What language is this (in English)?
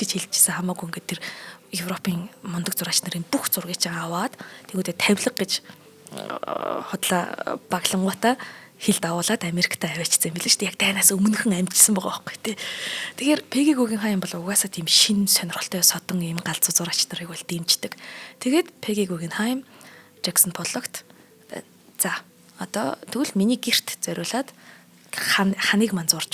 Mongolian